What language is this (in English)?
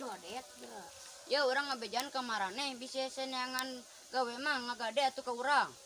Sundanese